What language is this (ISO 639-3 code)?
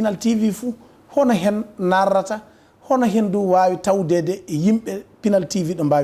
ful